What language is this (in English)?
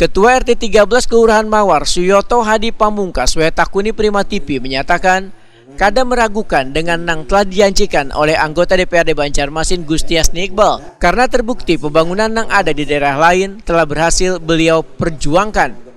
Banjar